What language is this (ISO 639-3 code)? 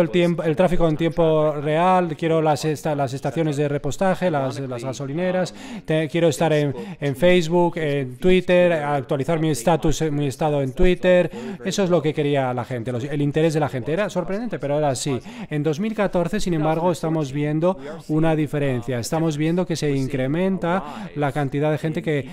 spa